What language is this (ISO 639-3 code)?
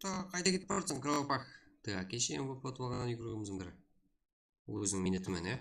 kaa